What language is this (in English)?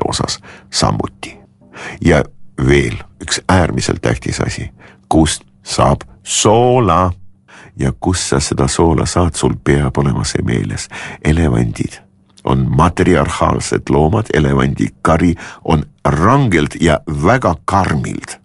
Estonian